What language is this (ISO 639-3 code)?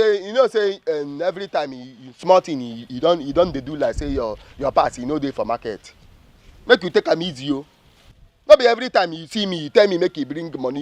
pcm